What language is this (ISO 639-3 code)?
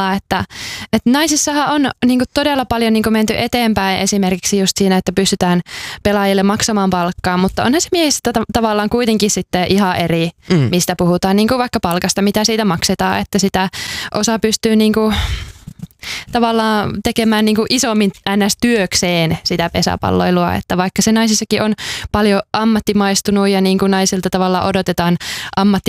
fin